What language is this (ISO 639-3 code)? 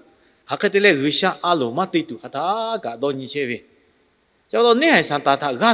lhu